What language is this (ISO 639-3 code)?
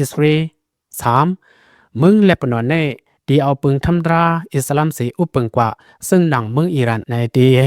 lao